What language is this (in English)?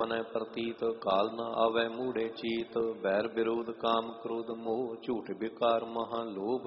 Punjabi